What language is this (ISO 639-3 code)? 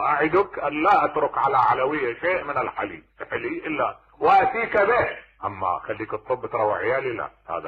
acm